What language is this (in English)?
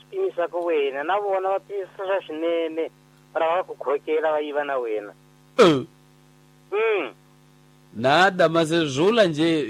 Tsonga